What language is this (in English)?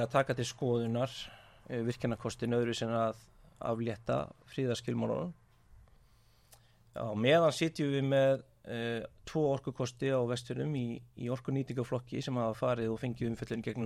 Icelandic